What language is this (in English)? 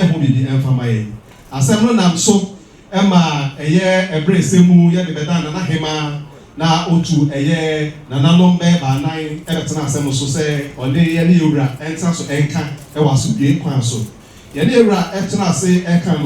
Akan